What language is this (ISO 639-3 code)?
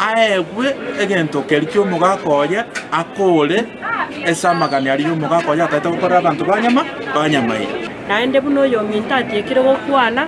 guz